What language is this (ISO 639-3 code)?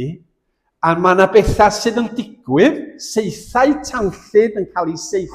cym